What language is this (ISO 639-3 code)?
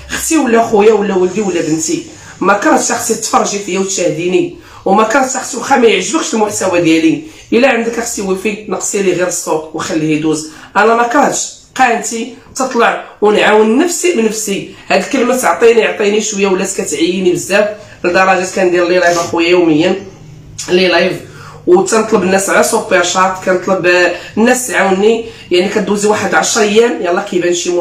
ary